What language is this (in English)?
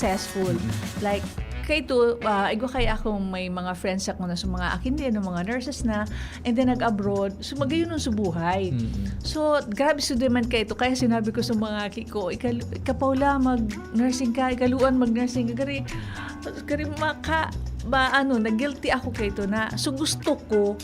Bikol